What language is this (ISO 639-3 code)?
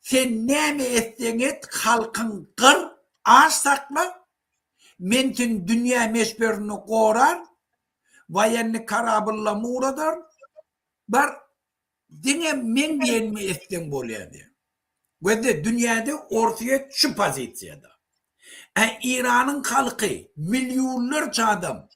tuk